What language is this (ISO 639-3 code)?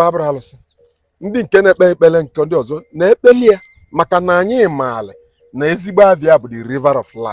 ibo